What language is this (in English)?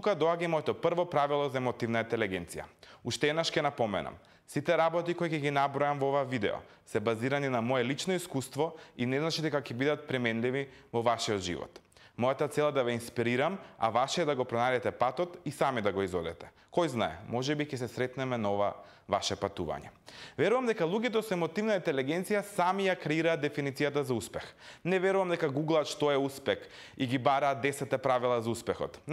Macedonian